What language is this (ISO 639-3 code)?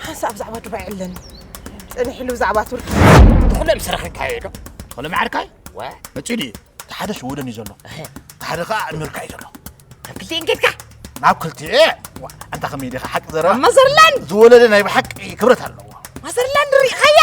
tir